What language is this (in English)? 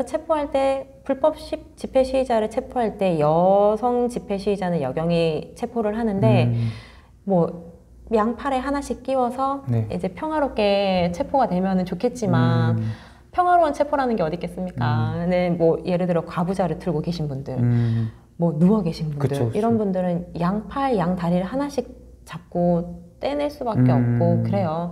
Korean